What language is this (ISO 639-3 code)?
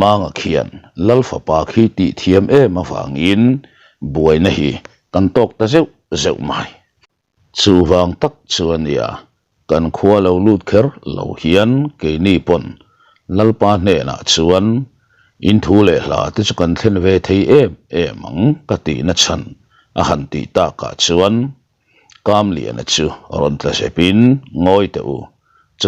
lus